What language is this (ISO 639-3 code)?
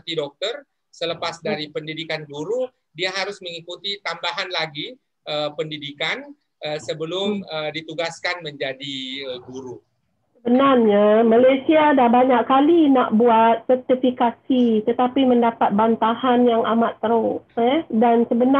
msa